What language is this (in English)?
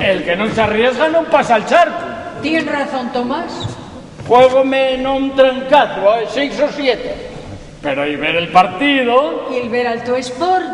Asturian